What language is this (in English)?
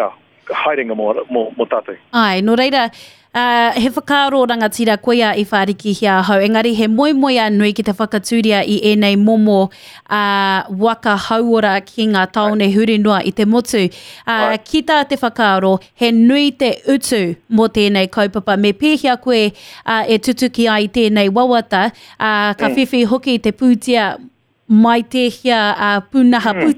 Māori